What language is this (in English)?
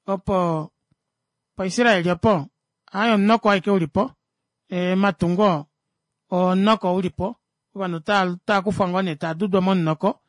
Kuanyama